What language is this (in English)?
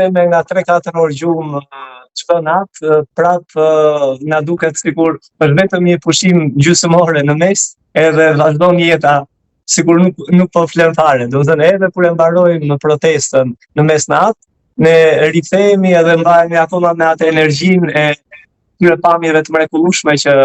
Albanian